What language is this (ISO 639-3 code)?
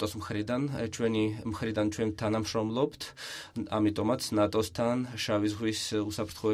kat